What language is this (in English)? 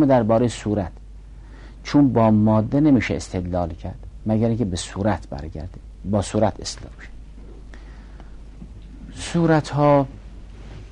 Persian